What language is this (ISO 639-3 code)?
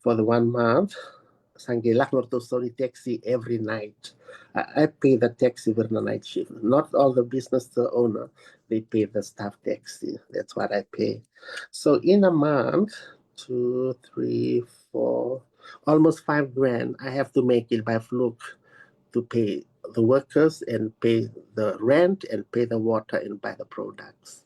fij